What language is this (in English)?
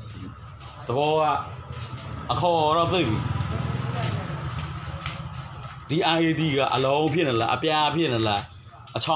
Burmese